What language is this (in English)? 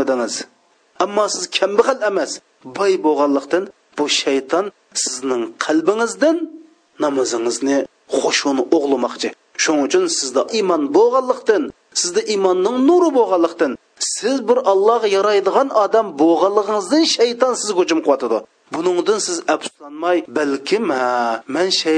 Uyghur